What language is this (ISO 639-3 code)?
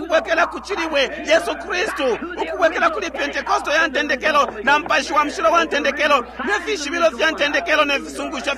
bem